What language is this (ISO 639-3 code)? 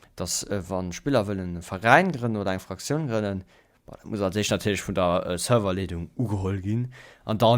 ltz